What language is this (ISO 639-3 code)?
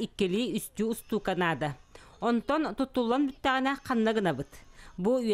sah